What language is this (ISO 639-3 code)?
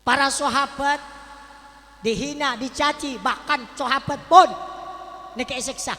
mad